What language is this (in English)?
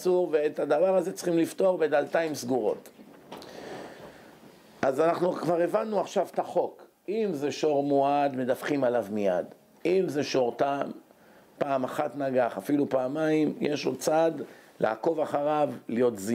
Hebrew